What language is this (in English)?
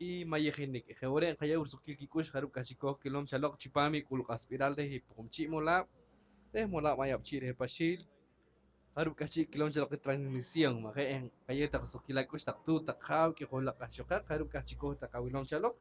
Poqomchi'